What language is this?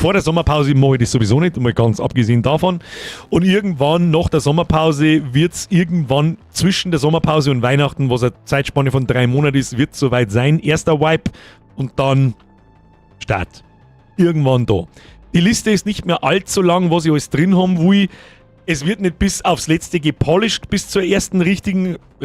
Bavarian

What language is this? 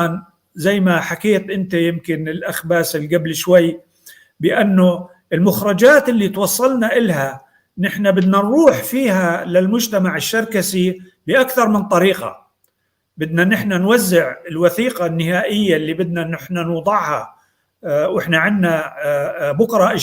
North Levantine Arabic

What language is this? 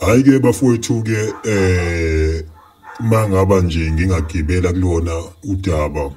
Zulu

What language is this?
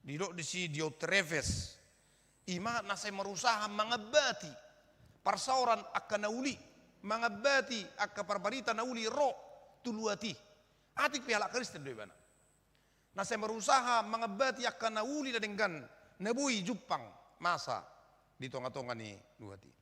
Batak Toba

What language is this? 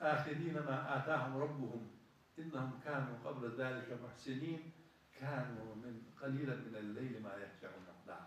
Ingush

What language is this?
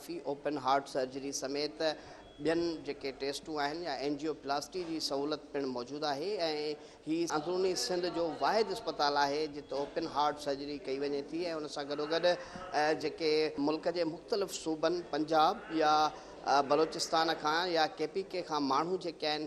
Sindhi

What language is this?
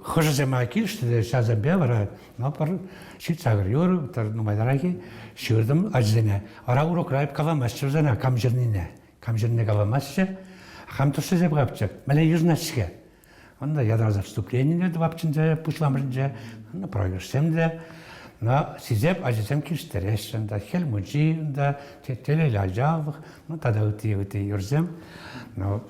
Chuvash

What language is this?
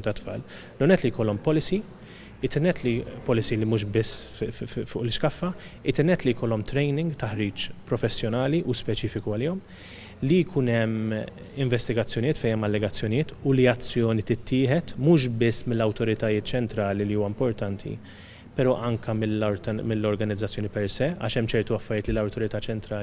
Maltese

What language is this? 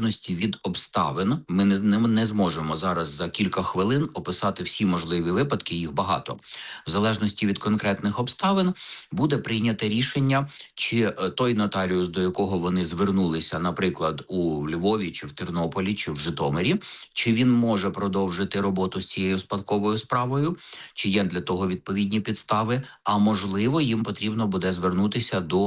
Ukrainian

